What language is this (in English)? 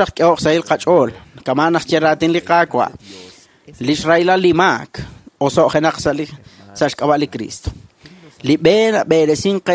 Kekchí